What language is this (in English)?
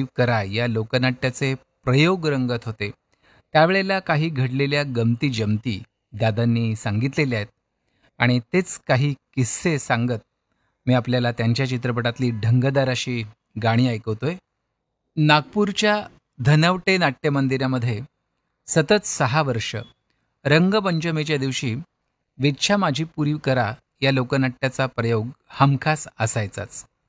Marathi